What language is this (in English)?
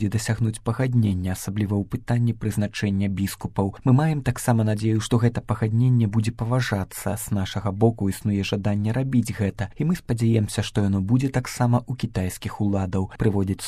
Belarusian